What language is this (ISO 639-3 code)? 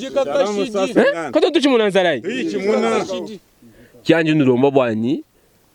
lua